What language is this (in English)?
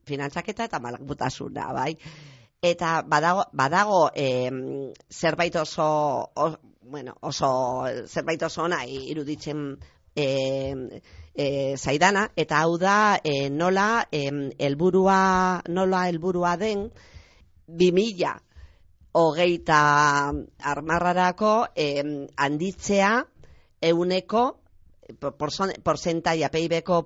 Basque